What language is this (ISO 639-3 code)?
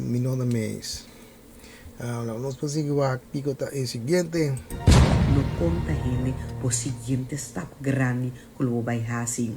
pap